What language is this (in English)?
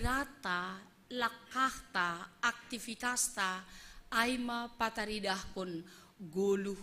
Batak Simalungun